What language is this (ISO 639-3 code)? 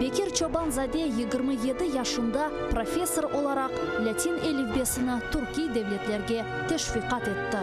crh